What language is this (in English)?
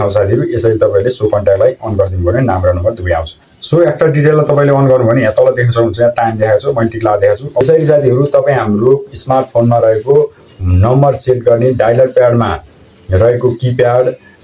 Nepali